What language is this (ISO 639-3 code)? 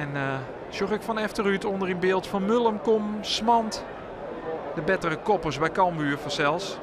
fry